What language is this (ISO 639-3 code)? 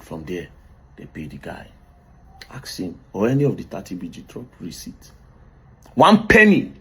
pcm